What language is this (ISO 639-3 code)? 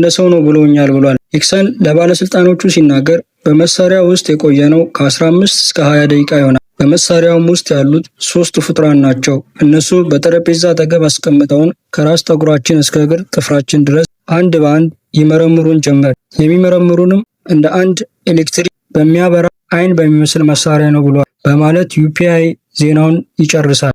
amh